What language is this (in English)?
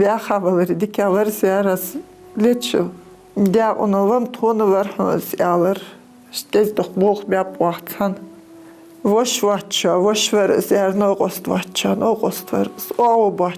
Ingush